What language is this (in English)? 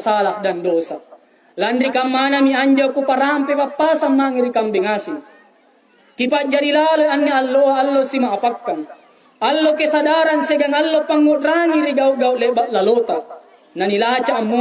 Makasar